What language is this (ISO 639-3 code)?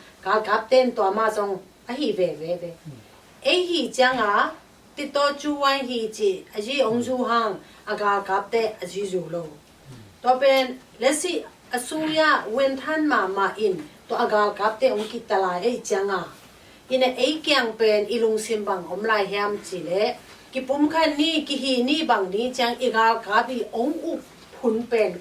ctd